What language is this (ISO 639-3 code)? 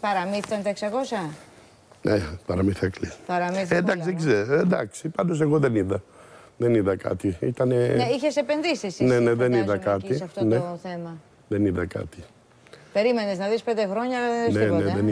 ell